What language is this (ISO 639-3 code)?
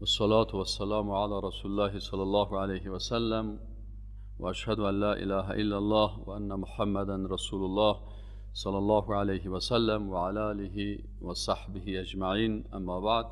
fas